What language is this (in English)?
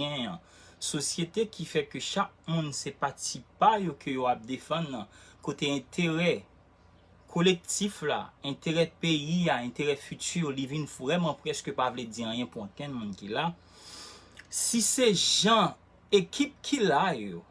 Haitian Creole